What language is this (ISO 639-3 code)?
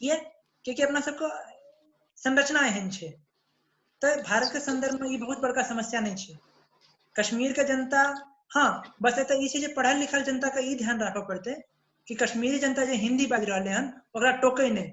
mai